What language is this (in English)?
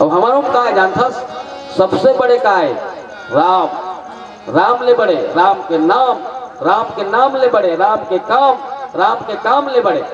Chhattisgarhi